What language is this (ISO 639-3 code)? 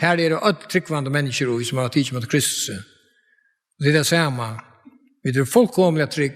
fao